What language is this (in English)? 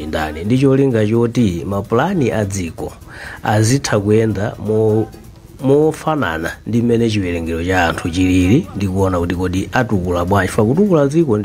Nyanja